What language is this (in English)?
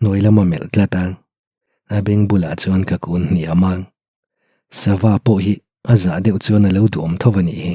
Mizo